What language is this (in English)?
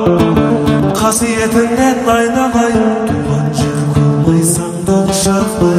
Kazakh